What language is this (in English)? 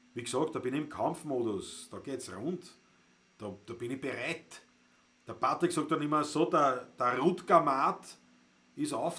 Bavarian